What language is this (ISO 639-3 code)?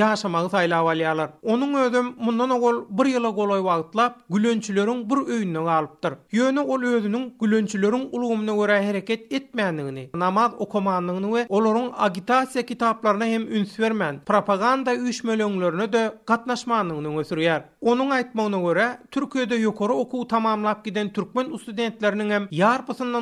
tuk